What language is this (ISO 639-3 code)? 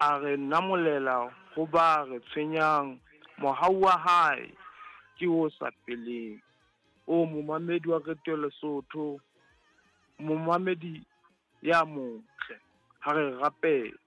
sot